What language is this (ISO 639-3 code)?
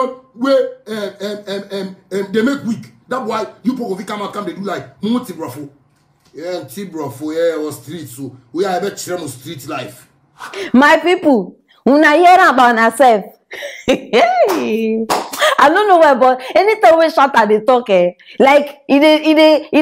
pcm